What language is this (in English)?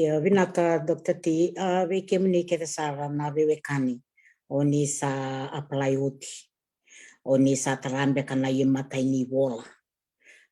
Fijian